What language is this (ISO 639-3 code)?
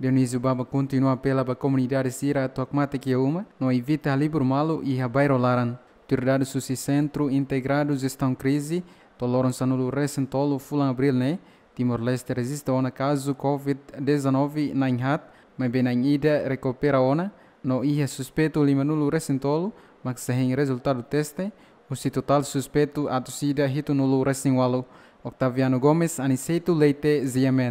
tet